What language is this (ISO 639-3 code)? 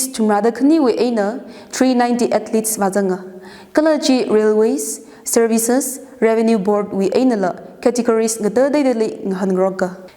nmf